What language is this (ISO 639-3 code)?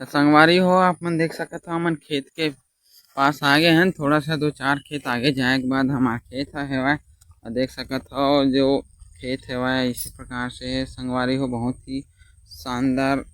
hne